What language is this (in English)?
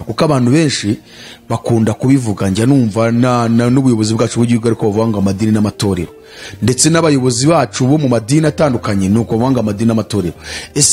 Kinyarwanda